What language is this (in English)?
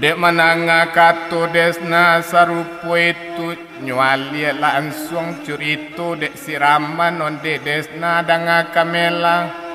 Minangkabau